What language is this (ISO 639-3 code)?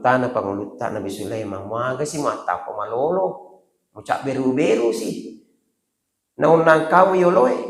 bug